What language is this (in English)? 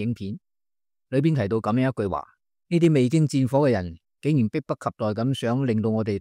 Cantonese